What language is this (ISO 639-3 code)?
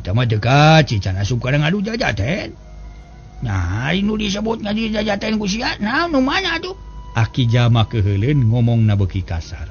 sun